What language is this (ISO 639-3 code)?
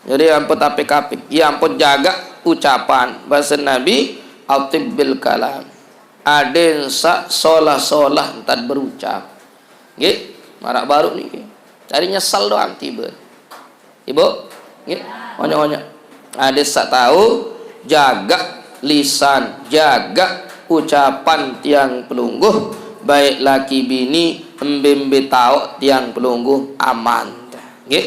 sas